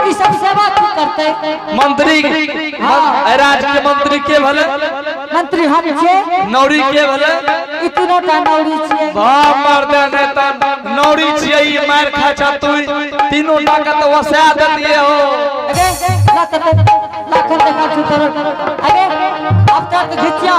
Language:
Angika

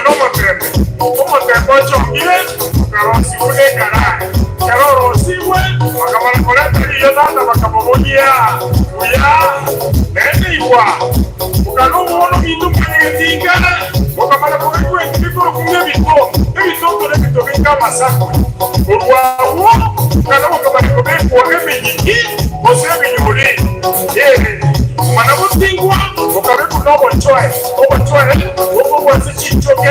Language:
Gusii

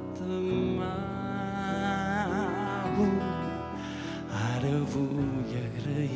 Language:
Catalan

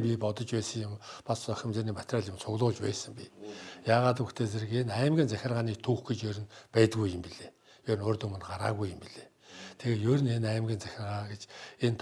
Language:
Mongolian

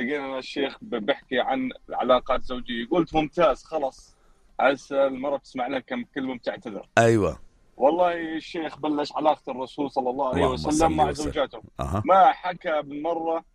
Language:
North Levantine Arabic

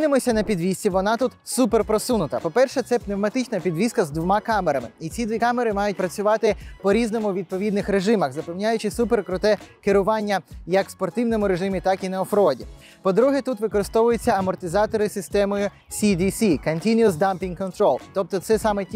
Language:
Ukrainian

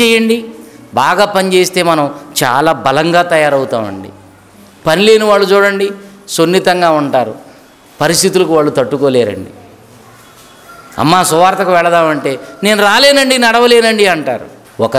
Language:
Telugu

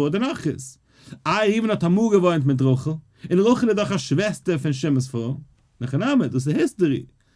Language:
Yiddish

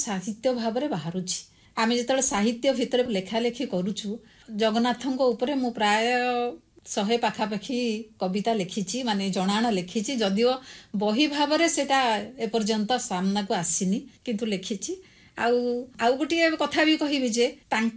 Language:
Odia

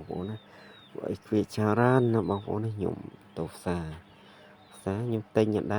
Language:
Khmer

